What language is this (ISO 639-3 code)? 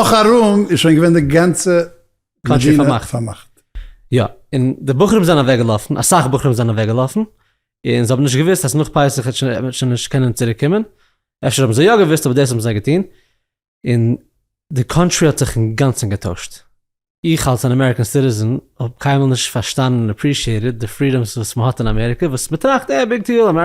yid